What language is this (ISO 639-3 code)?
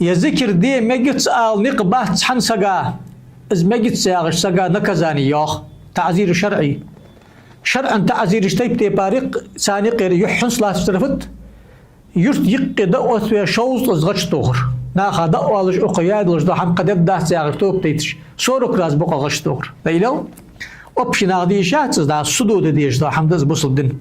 inh